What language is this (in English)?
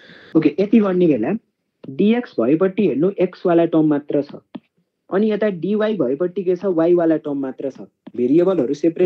Nepali